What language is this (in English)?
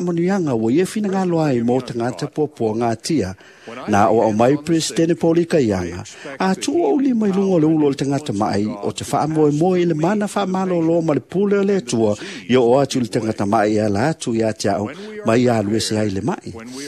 Samoan